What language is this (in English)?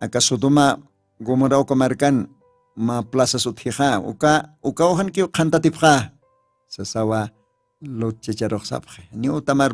Aymara